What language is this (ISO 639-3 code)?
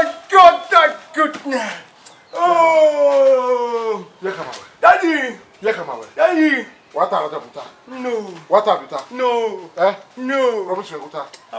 bin